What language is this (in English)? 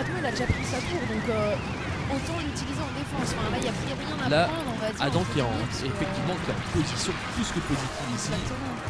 French